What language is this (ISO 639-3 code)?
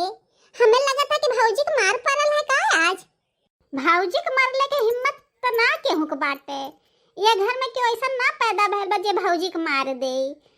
bho